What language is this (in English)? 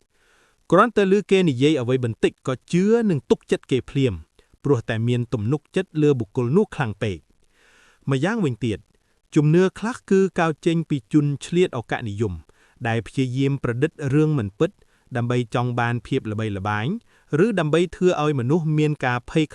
Khmer